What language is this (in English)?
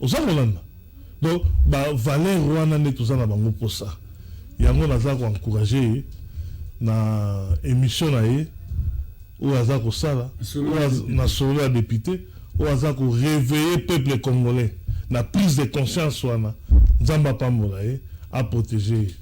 Lingala